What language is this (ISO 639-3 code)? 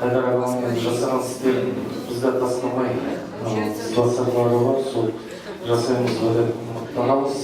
kaz